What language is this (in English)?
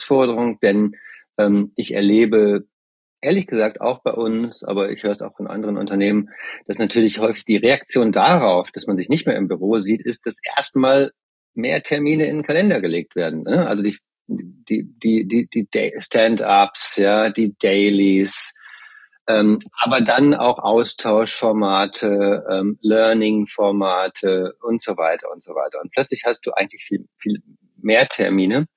German